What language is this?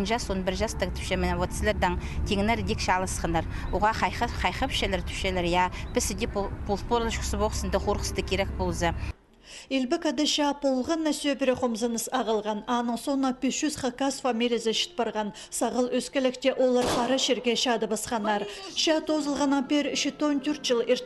Khakas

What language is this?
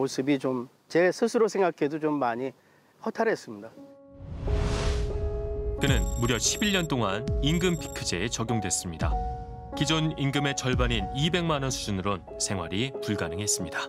Korean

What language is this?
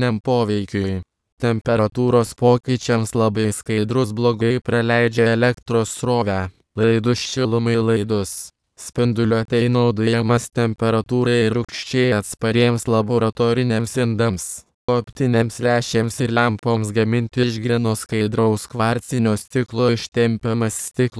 Lithuanian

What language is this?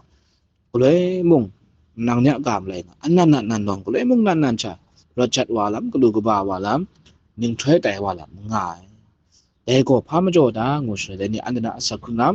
Kachin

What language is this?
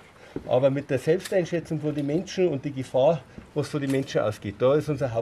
German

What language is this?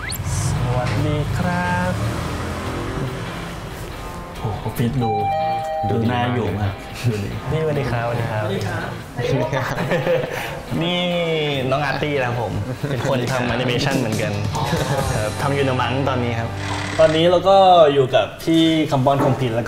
Thai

